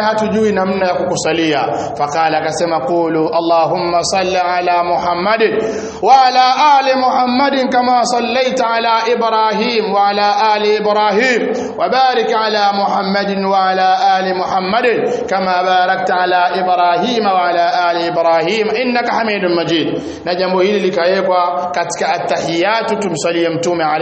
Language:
Swahili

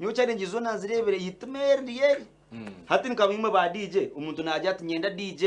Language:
Nyankole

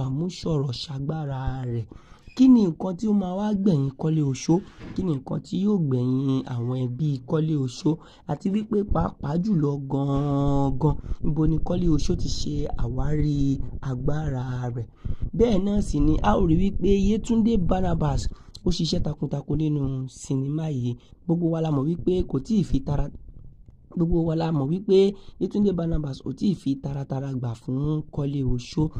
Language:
Yoruba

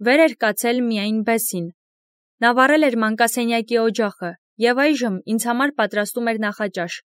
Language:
Armenian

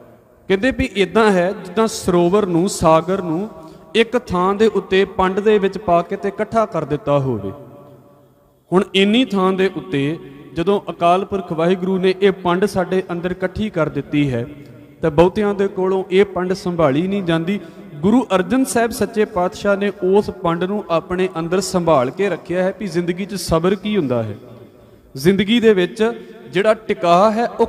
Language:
Punjabi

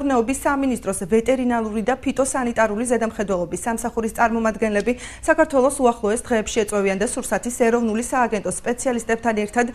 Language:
Georgian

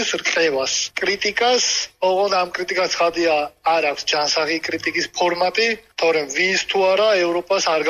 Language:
Georgian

